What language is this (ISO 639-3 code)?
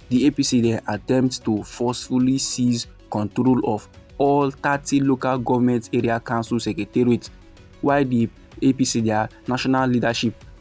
pcm